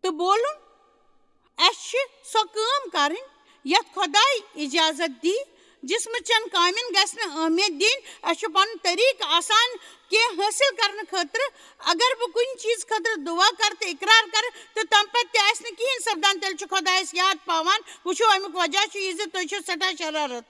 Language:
Kashmiri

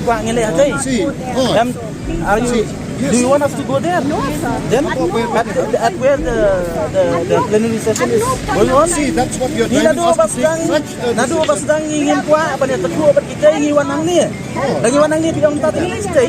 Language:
Khasi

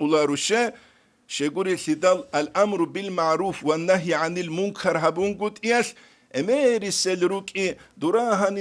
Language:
Avaric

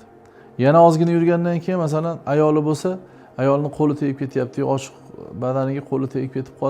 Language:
Uzbek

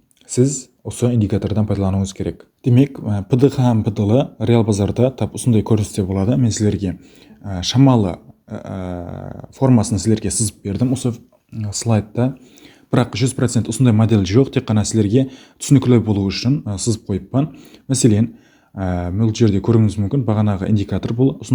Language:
Kara-Kalpak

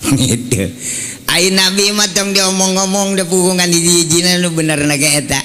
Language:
Sundanese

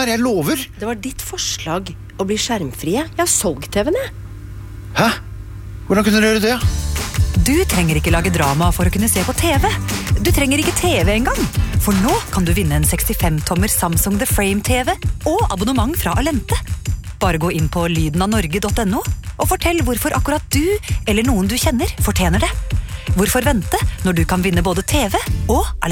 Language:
Norwegian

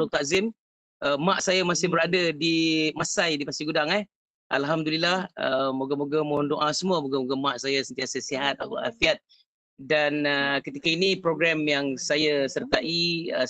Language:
Malay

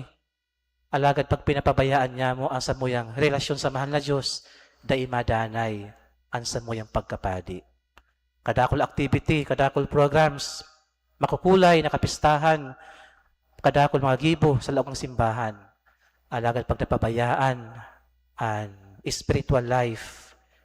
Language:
Bikol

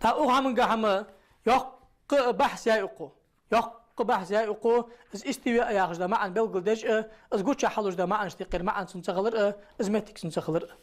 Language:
Ingush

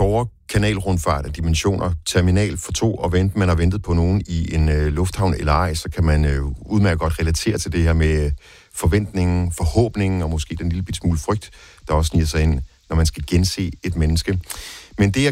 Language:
Danish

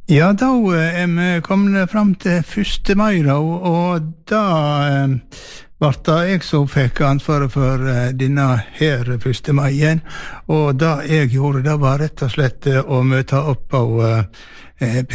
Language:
Norwegian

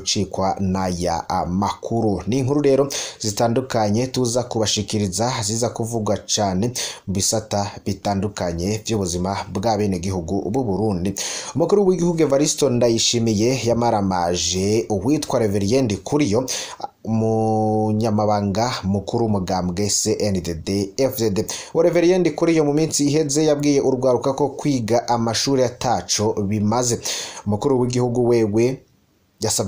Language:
Rundi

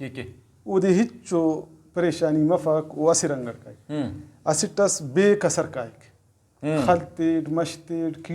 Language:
Brahui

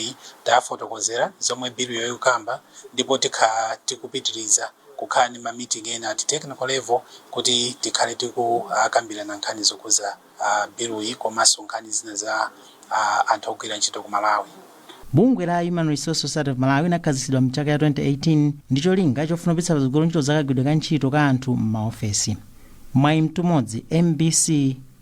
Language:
Nyanja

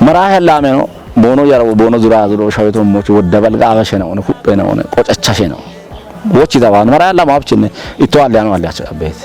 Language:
Kafa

